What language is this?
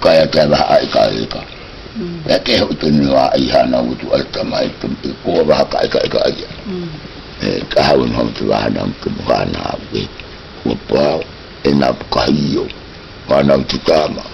South Marquesan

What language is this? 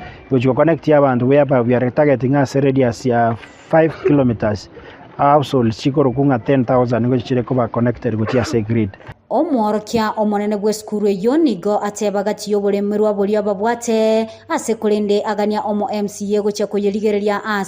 Gusii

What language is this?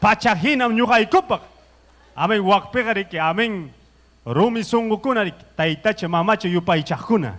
Ayacucho Quechua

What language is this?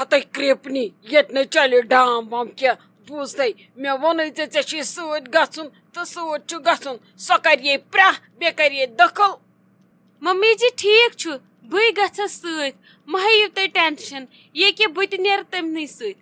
Kashmiri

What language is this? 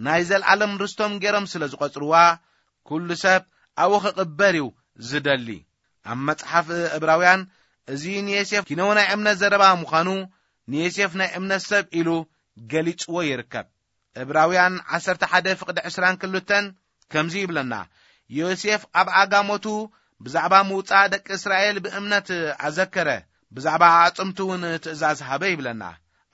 Tigrinya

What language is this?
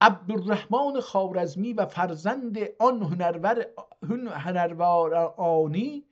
South Azerbaijani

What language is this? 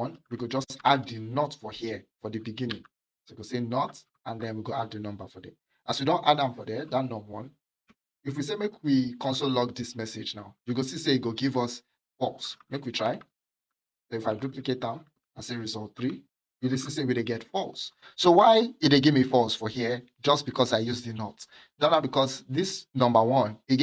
Nigerian Pidgin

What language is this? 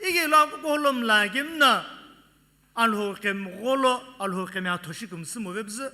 Sumi Naga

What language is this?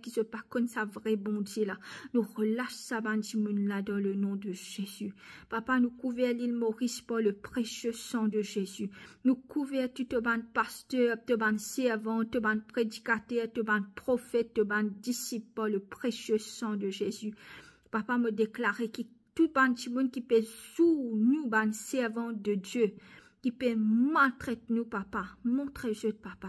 Morisyen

